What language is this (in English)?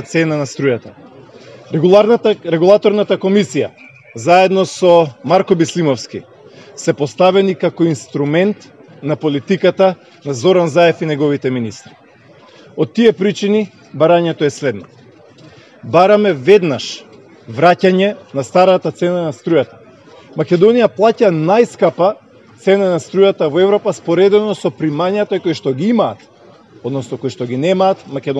Macedonian